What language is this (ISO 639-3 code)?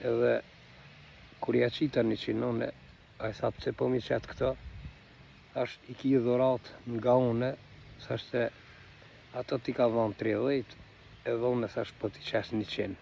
sqi